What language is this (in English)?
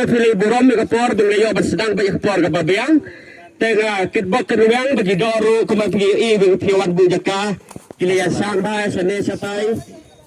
Khasi